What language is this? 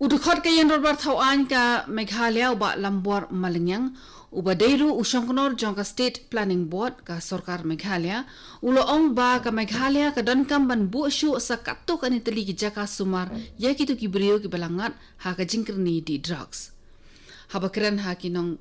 Khasi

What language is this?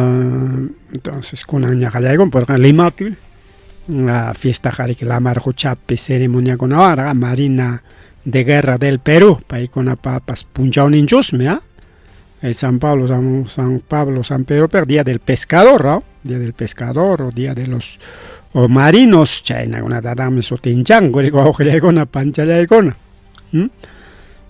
Ayacucho Quechua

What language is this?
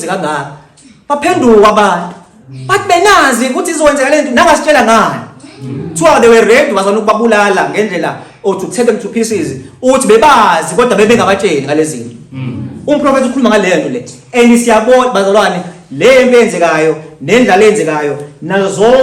Zulu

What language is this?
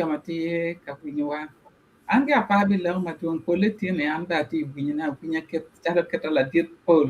Acoli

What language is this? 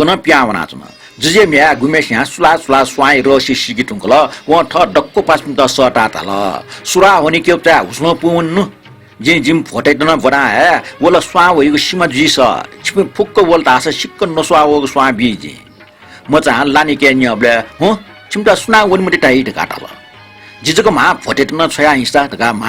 Newari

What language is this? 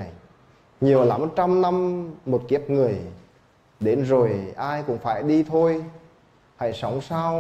Vietnamese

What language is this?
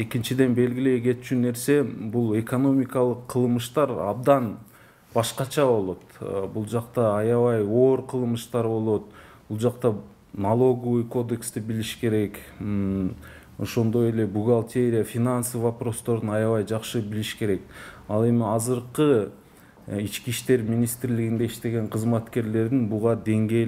Kyrgyz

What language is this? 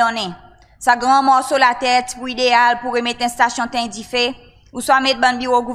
Seselwa Creole French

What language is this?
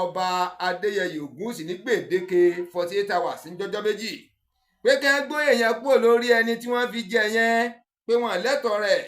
Yoruba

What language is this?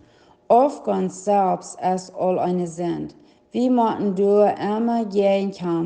Plautdietsch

